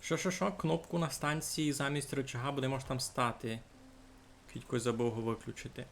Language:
Rusyn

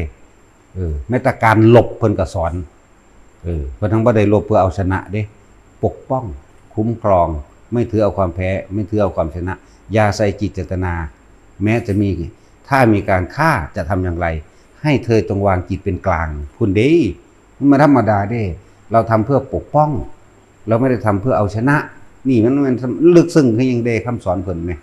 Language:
Northeastern Thai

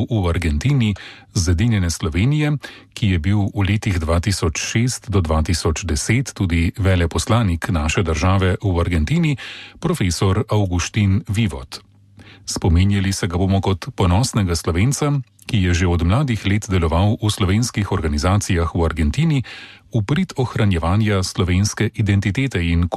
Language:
Slovenian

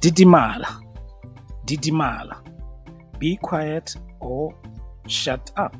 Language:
Tswana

